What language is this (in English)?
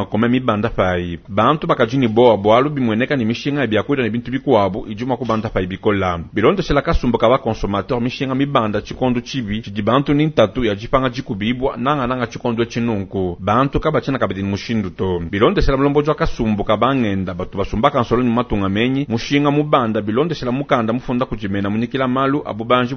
Luba-Lulua